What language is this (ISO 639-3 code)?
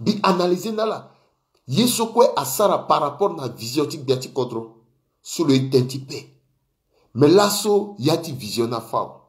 sag